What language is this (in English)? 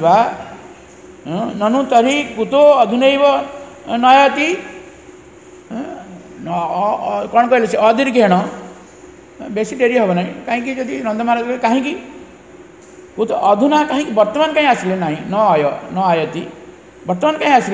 Odia